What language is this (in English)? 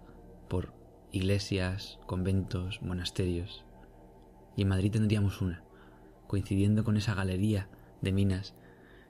Spanish